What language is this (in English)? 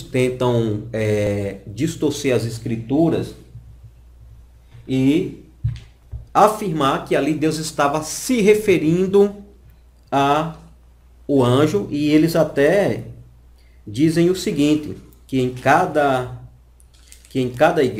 Portuguese